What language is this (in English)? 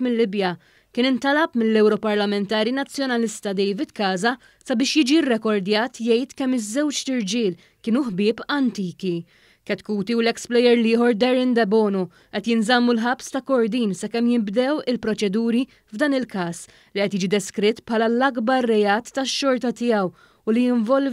Maltese